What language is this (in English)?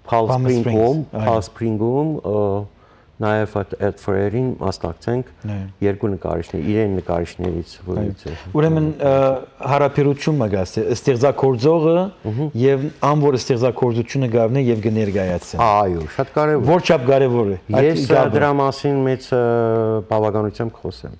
Western Armenian